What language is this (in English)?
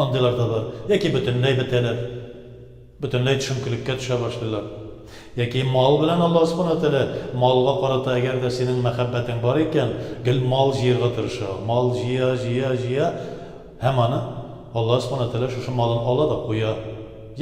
Tatar